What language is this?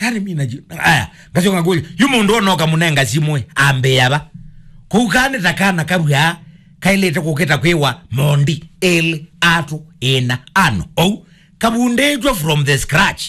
Kamba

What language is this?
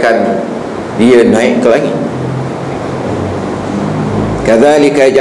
Malay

